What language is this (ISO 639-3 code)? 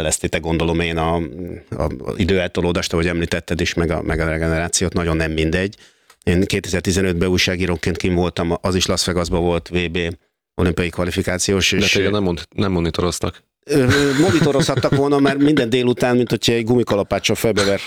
hun